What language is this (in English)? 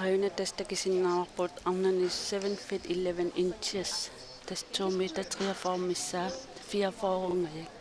Kalaallisut